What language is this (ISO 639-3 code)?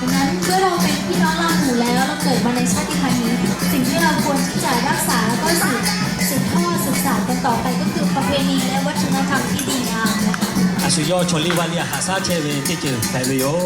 lhu